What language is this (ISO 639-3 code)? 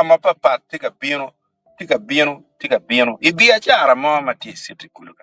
ach